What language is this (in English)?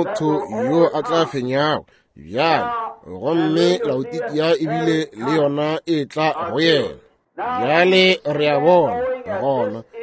Northern Sotho